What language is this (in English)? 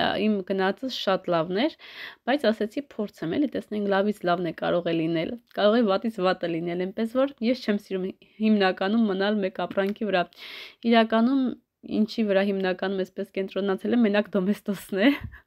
Armenian